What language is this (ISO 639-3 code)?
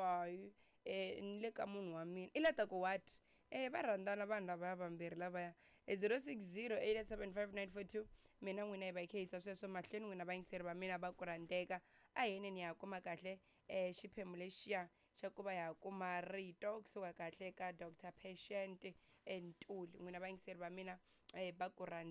tso